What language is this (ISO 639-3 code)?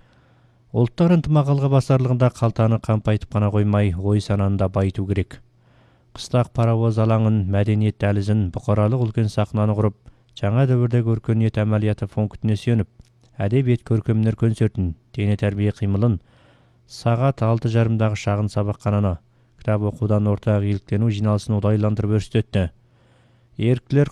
kaz